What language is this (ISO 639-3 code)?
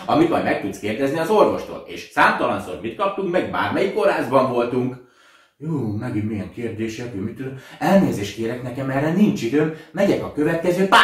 hun